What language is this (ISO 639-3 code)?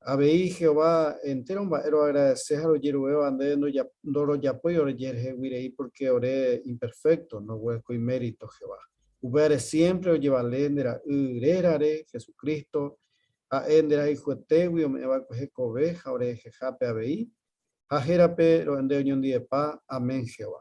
grn